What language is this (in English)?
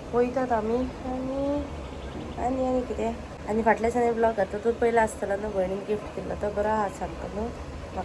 Konkani